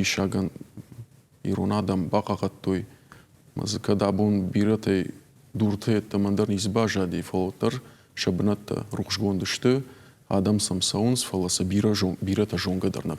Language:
Ossetic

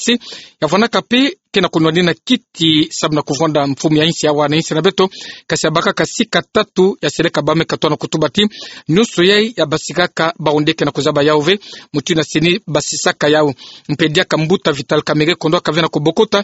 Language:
Kituba (Democratic Republic of Congo)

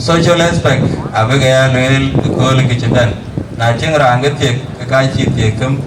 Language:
Dinka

